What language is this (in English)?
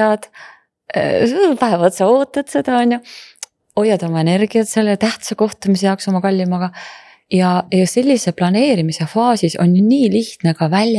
Estonian